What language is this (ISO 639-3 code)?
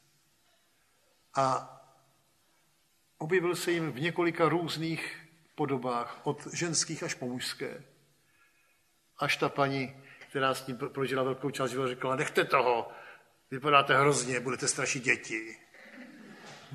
ces